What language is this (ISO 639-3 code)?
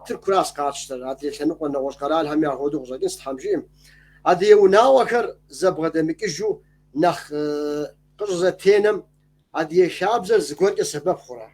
kbd